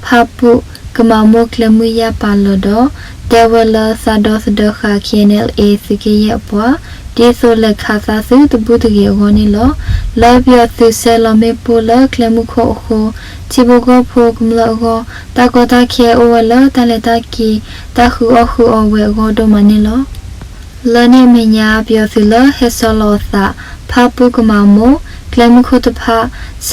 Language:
S'gaw Karen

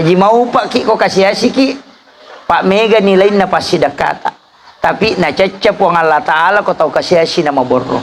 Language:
Buginese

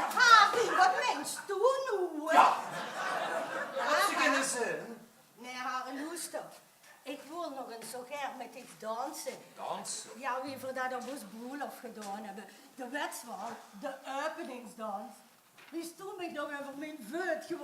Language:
Limburgish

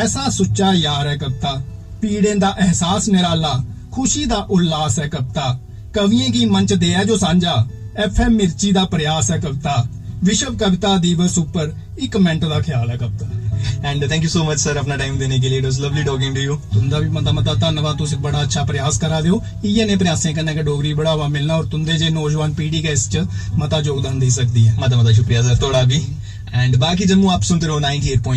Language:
Dogri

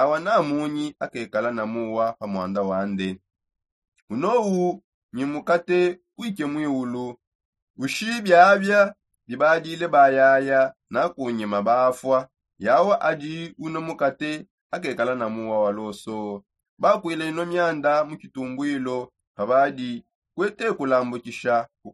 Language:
Songe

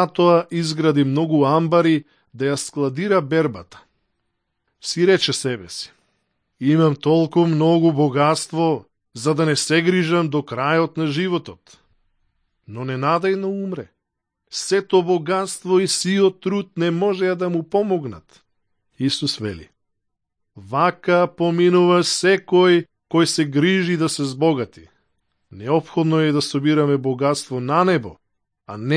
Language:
Macedonian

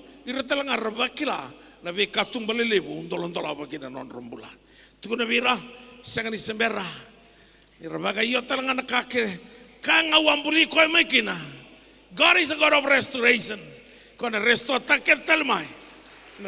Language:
Fijian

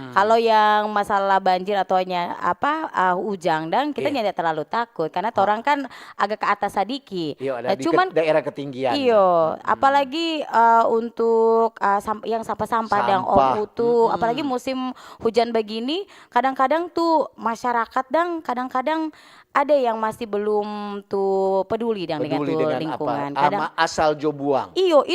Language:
Manado Malay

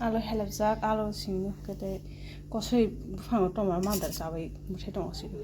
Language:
Kok Borok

